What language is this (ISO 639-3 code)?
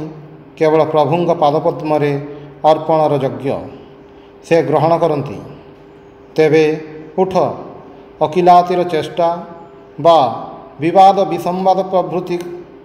ori